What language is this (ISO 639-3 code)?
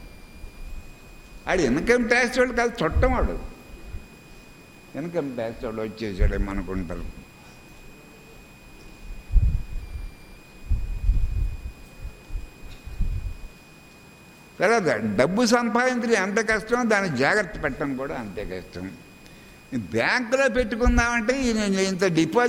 tel